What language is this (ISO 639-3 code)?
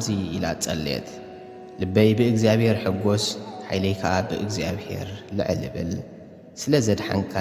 tir